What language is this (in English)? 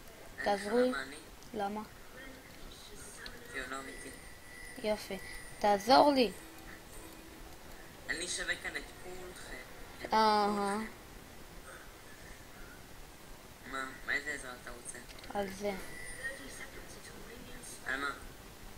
Hebrew